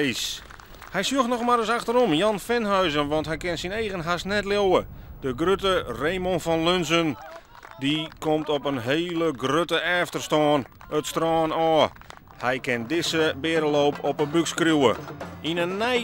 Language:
Western Frisian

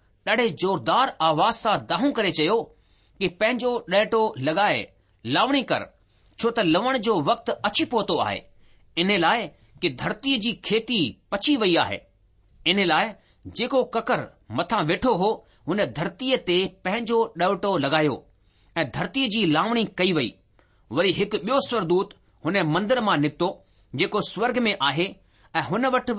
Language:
Sindhi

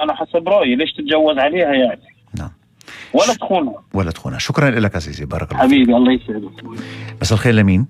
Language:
North Levantine Arabic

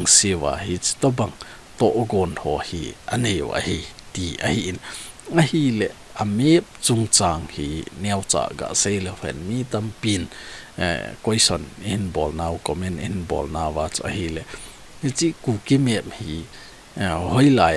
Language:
Thado Chin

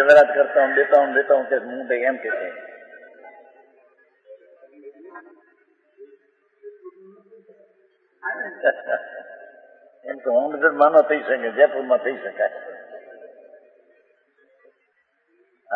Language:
Hindi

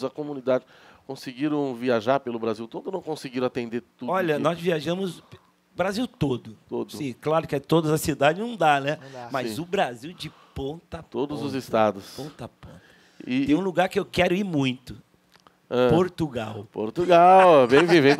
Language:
Portuguese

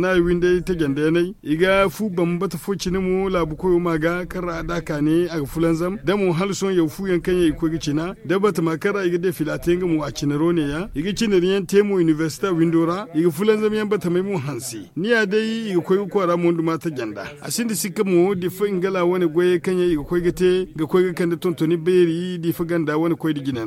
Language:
Zarma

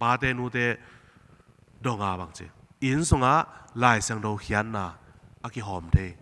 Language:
Tedim Chin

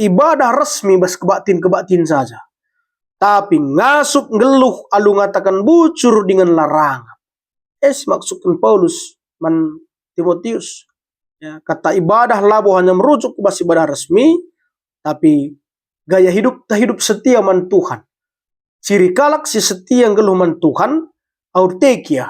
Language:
Batak Karo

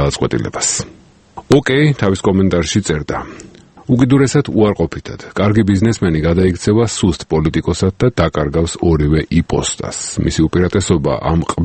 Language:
Georgian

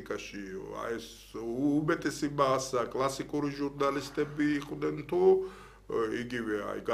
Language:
Georgian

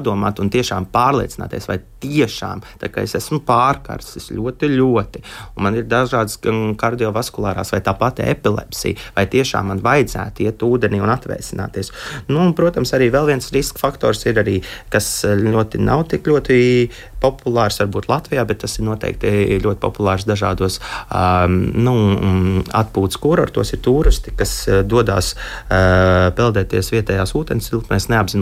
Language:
Latvian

